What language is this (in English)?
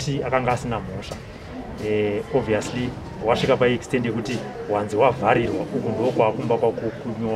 Shona